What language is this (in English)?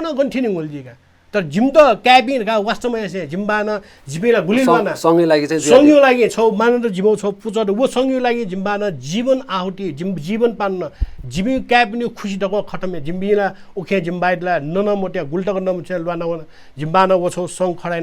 Newari